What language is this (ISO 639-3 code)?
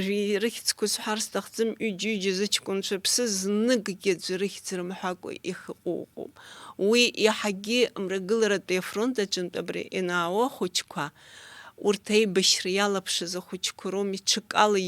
abk